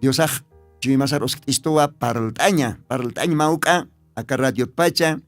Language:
Aymara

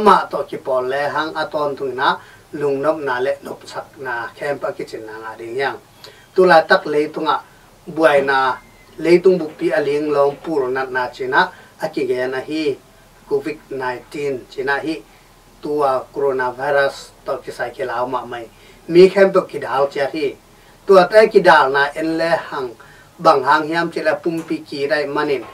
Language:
Tedim Chin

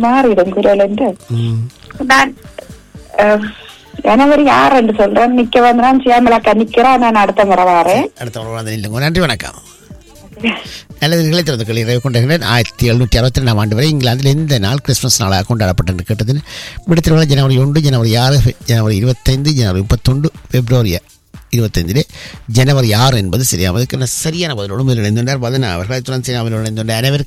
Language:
Tamil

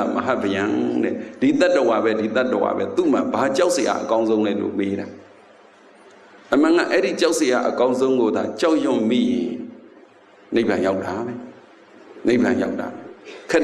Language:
Burmese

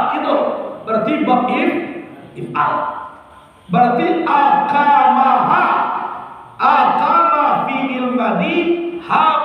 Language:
Minangkabau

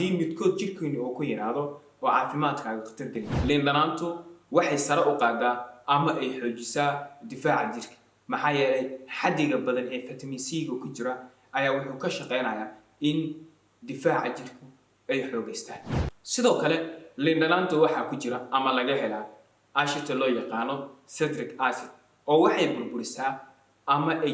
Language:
Somali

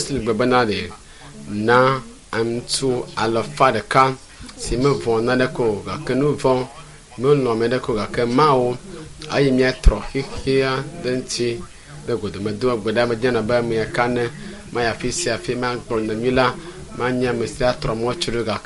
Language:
Ewe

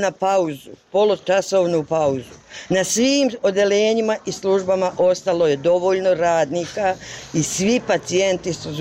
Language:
Bosnian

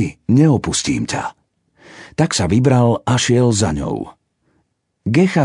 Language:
Slovak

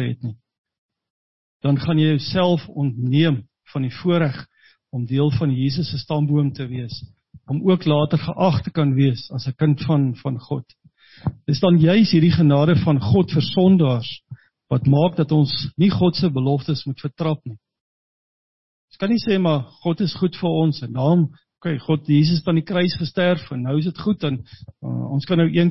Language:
Afrikaans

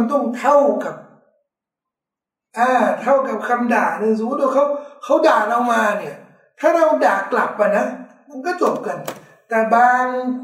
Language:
Thai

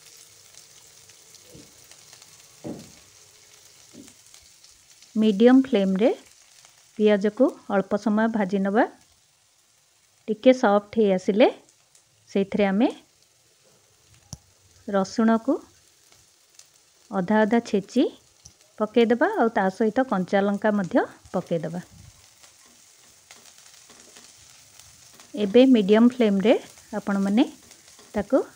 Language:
Odia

